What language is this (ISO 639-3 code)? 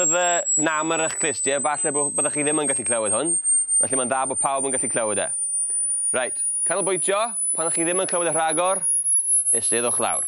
cym